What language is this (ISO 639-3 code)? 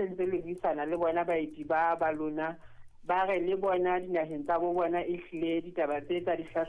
sot